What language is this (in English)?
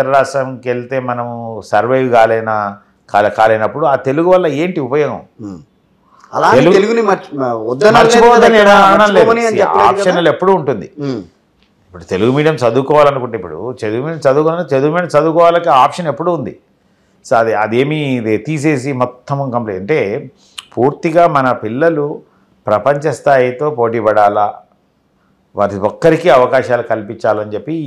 Telugu